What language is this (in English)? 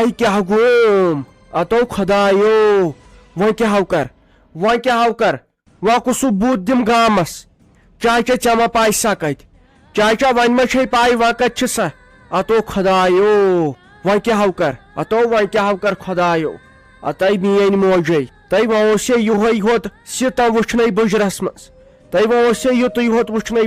Kashmiri